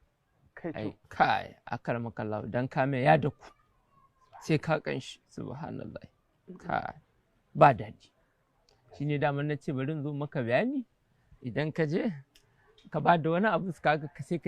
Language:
Hausa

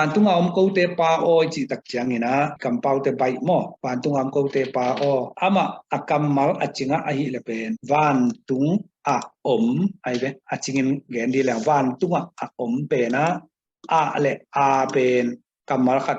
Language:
Tedim Chin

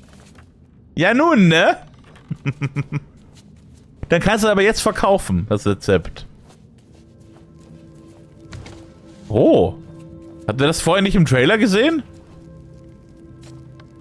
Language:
German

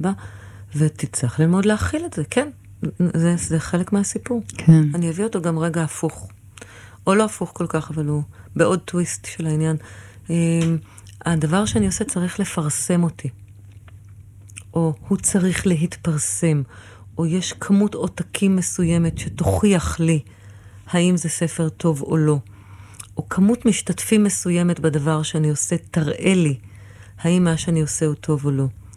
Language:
Hebrew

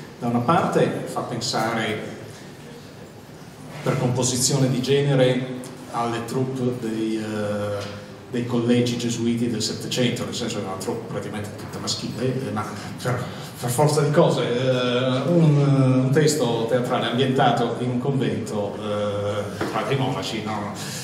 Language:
Italian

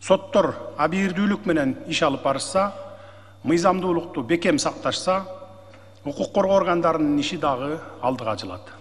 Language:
Kyrgyz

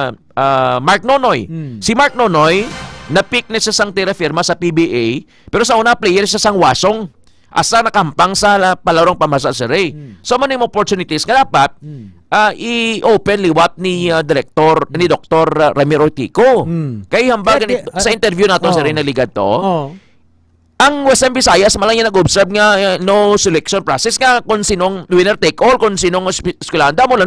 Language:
Hiligaynon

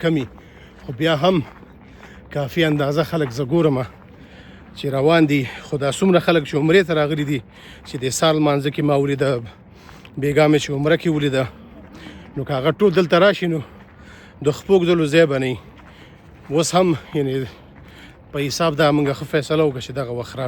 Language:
Pashto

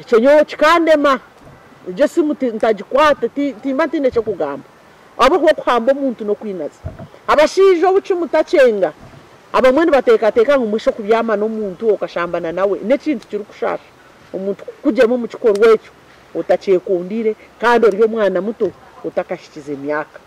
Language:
Nyankole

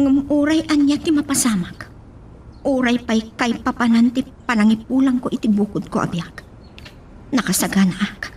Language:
Iloko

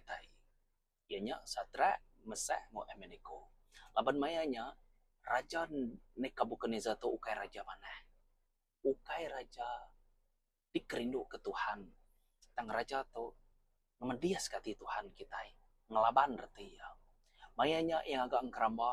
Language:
Iban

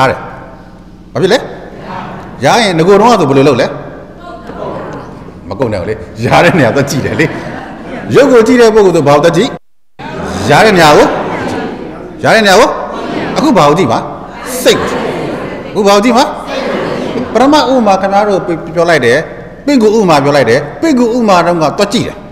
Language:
Burmese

